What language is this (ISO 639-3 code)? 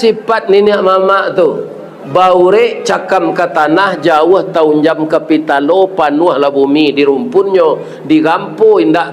min